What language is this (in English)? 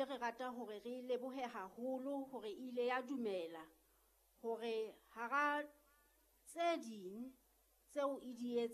Southern Sotho